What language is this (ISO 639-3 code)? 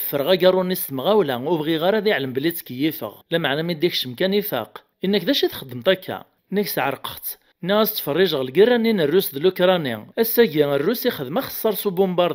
kab